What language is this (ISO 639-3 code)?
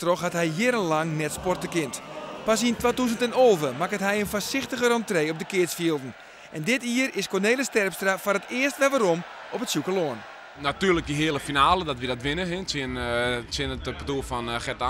fry